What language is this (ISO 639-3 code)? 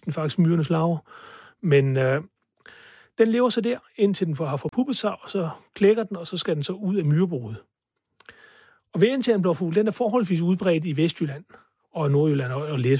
dan